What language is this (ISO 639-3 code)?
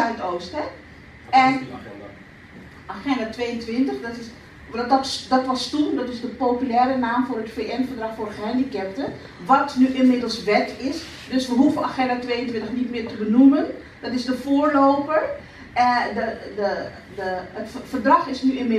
nld